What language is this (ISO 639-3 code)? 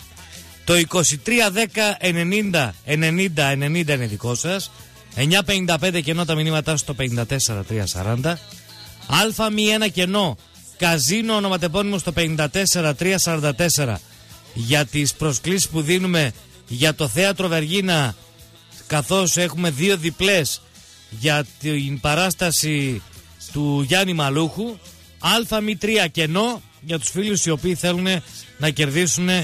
ell